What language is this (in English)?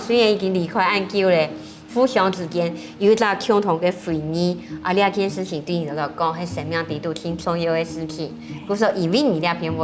Hakka Chinese